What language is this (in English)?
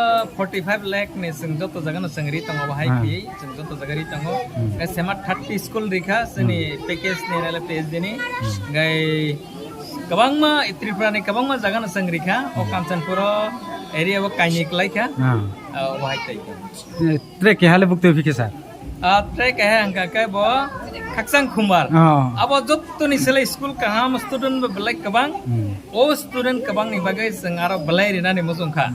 Riang (India)